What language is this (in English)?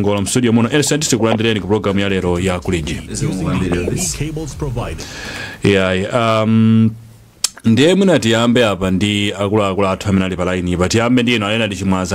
Nyanja